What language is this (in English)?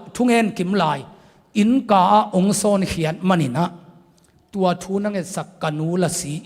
Tedim Chin